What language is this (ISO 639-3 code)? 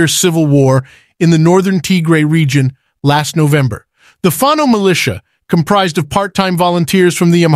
eng